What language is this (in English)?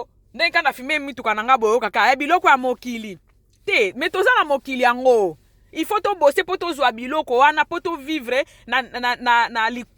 Lingala